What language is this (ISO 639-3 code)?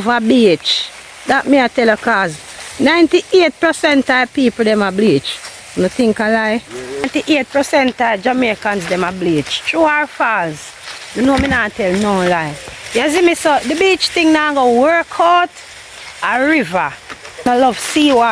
jam